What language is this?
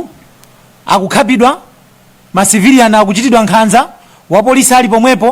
Nyanja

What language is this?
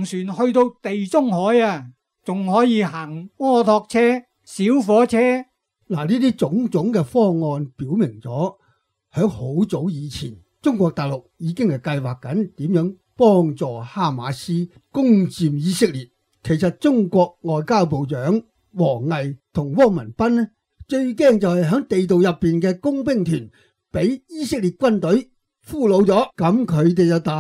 Cantonese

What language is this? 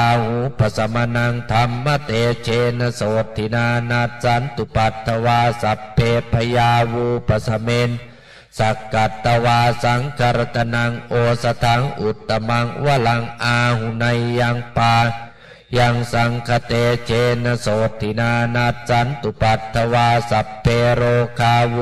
Pali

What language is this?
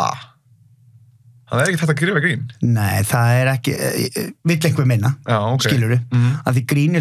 Icelandic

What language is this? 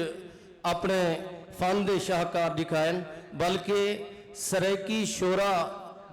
Saraiki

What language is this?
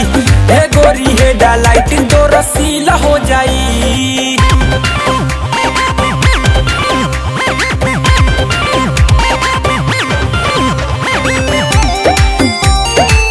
Bhojpuri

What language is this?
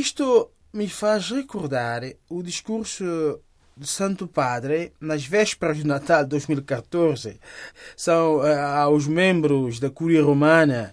Portuguese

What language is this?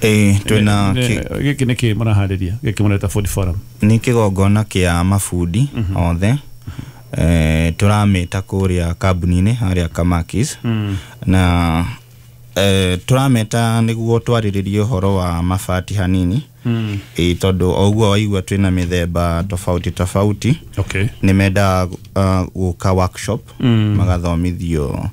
Kikuyu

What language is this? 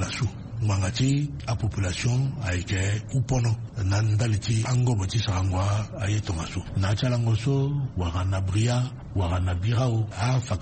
Sango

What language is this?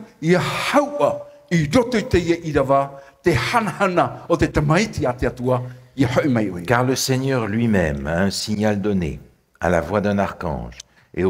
Tahitian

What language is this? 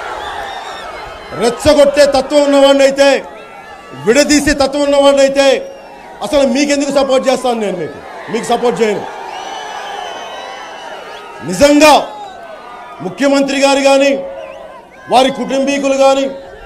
Telugu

